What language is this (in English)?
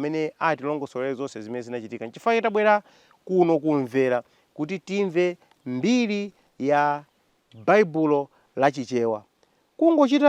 Nyanja